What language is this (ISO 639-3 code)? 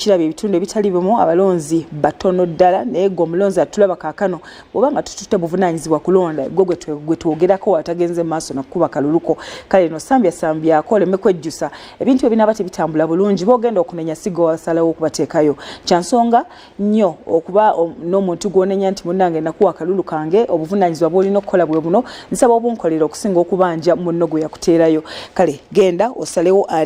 lug